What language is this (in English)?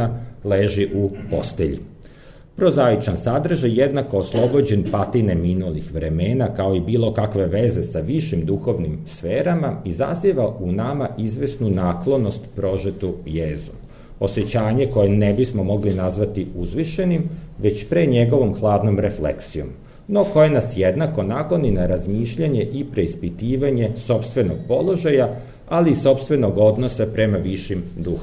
Serbian